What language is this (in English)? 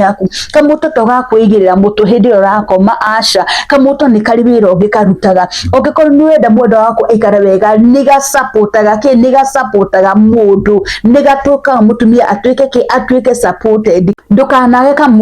Kikuyu